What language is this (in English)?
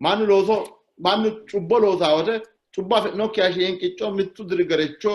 Sidamo